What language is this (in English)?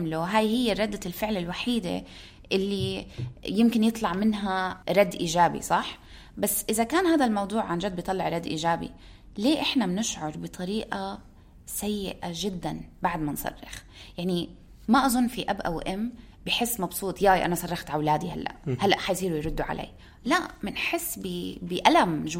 North Levantine Arabic